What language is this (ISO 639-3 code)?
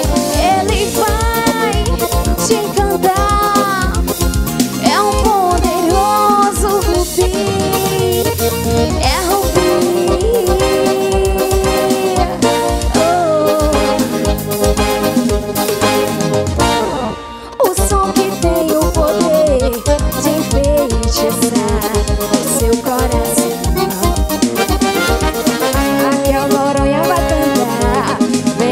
por